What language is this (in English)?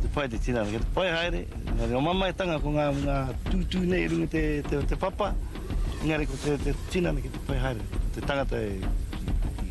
Māori